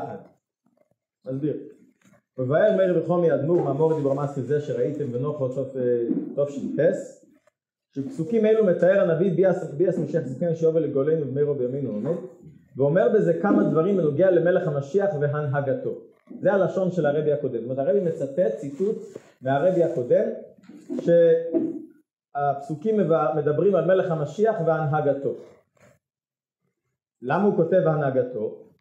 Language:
Hebrew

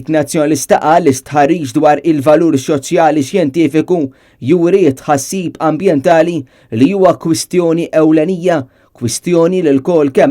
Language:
Maltese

